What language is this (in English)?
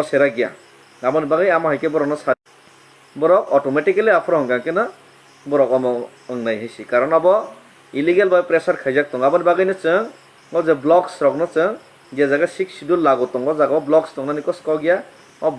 Kok Borok